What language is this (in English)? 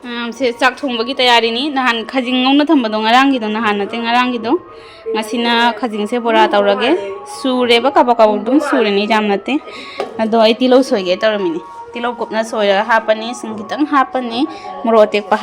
Manipuri